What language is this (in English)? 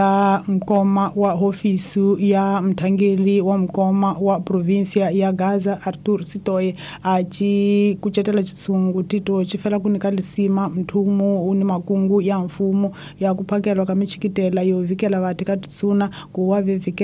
Tsonga